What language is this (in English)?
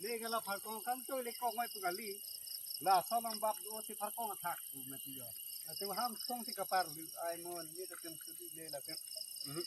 Karbi